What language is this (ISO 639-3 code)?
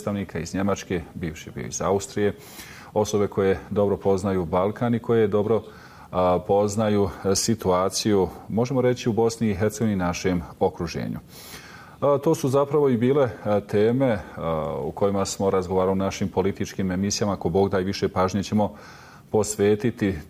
bos